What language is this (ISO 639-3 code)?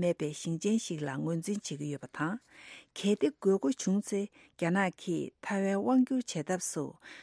bod